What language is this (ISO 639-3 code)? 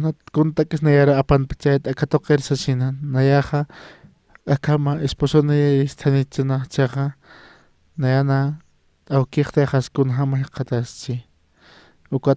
aym